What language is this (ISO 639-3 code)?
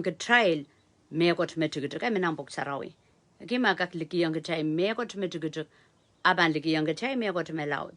pon